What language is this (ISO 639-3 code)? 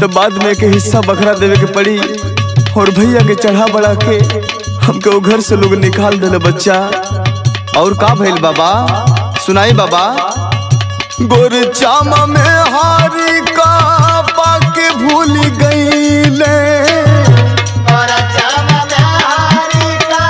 bho